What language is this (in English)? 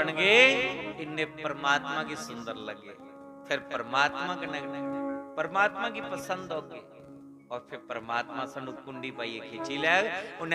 Dogri